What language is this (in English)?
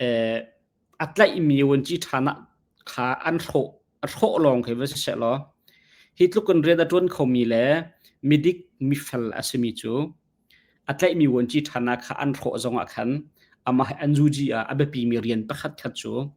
Hakha Chin